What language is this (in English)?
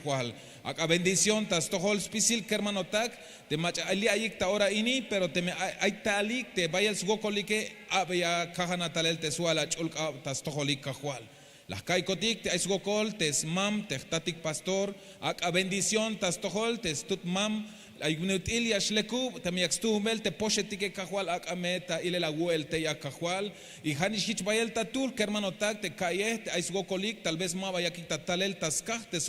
Tzeltal